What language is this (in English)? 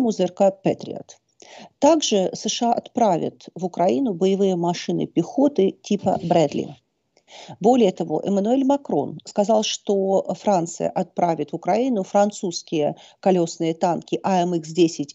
Russian